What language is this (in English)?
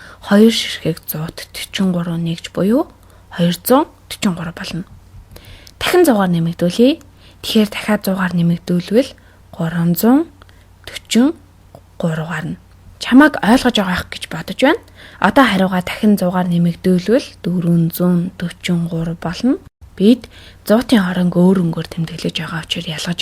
Mongolian